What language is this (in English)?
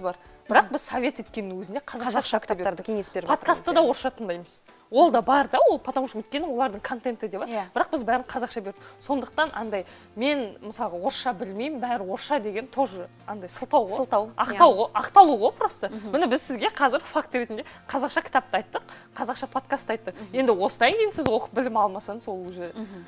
Kazakh